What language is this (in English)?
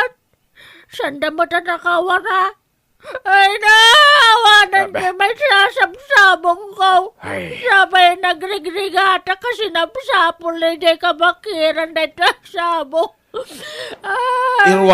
Iloko